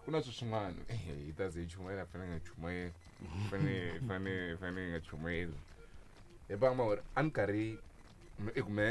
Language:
Tsonga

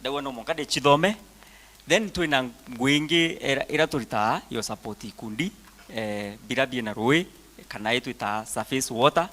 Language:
Meru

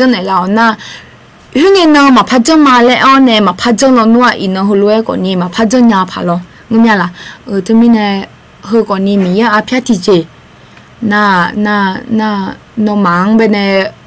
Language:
Akha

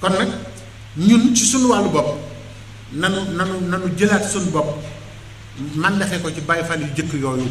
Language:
Wolof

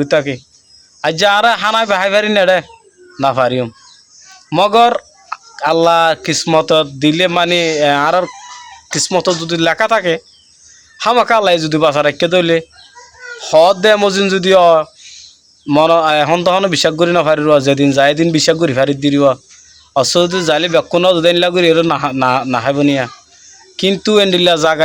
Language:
Rohingya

